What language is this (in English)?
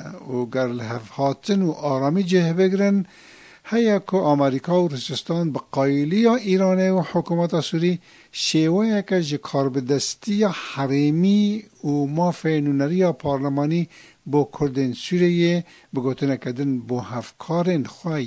Kurdish